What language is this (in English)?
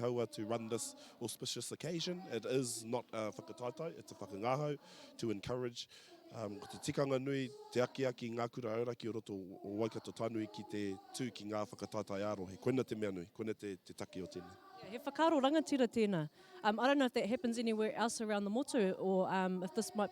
Māori